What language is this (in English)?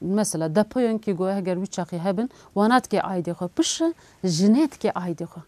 Kurdish